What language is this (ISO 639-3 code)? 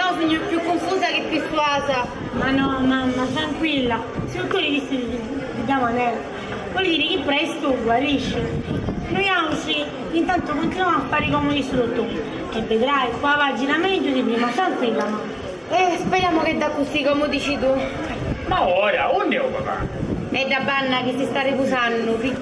scn